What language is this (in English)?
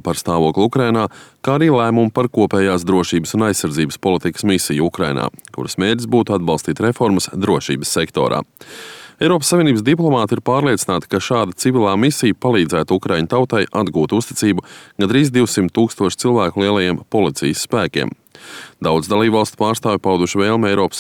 Latvian